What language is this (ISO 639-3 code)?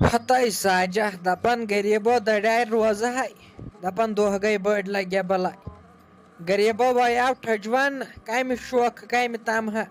kas